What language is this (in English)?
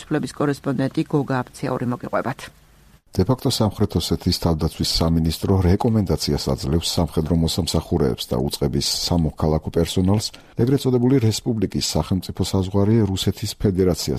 Georgian